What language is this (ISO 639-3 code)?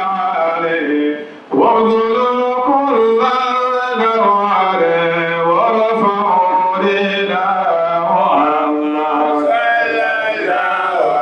dag